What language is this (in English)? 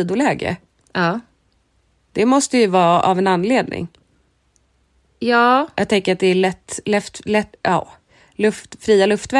Swedish